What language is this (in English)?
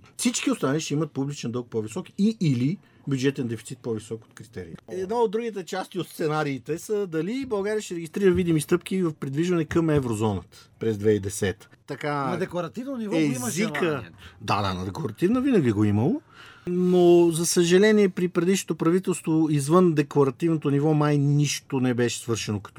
Bulgarian